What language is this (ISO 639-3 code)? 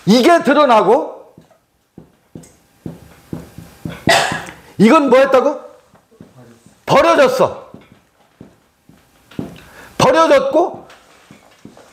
kor